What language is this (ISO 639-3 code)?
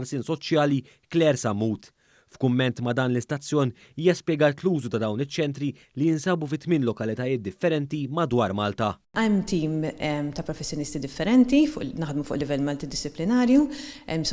mlt